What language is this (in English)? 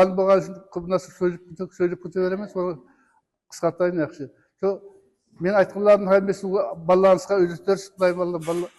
Kara-Kalpak